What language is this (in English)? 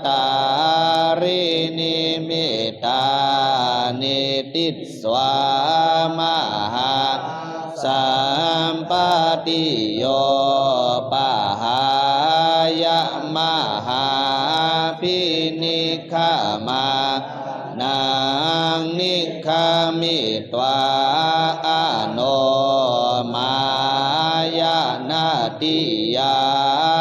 Pali